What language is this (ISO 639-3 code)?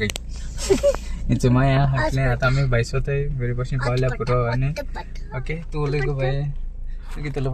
kok